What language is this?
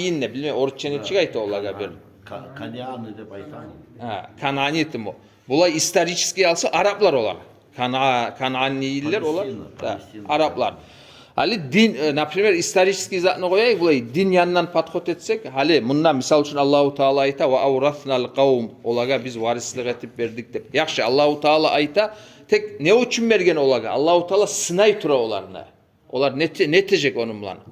Kumyk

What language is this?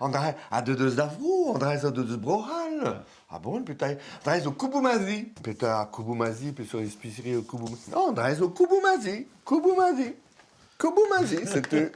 Breton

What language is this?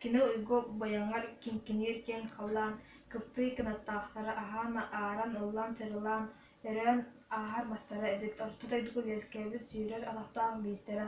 Yakut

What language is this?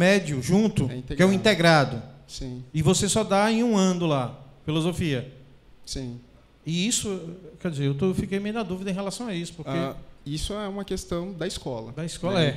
Portuguese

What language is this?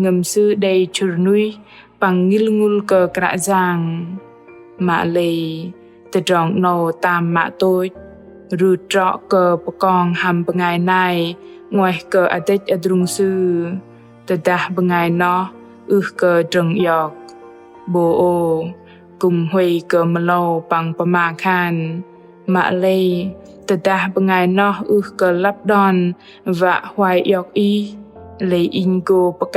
Bahnar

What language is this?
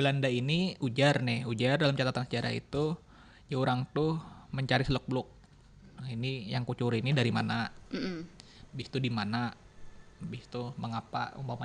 Banjar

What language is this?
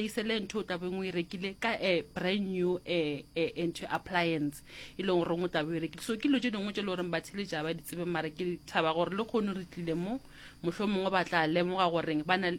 Northern Sotho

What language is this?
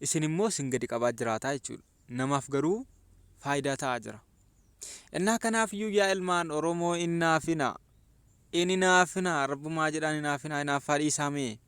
Oromo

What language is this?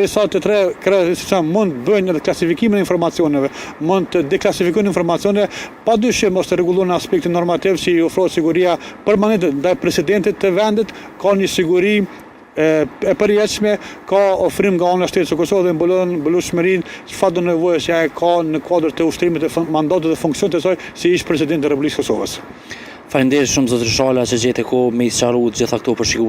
Albanian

